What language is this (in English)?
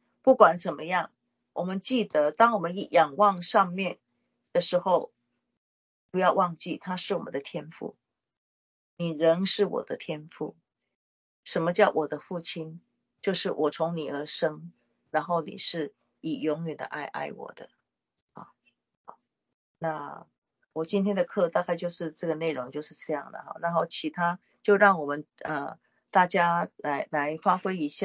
Chinese